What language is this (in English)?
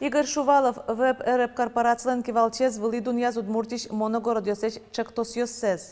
Udmurt